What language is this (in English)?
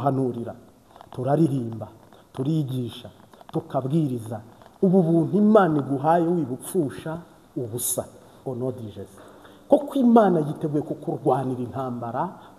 Kinyarwanda